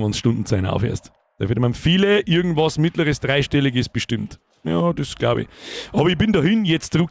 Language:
Bavarian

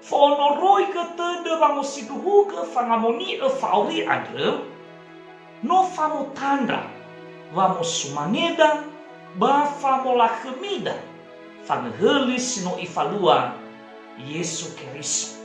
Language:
Nias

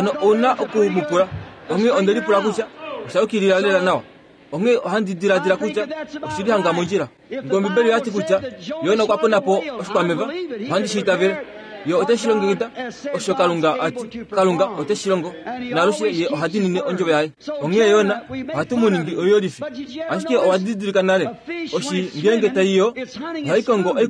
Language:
Kuanyama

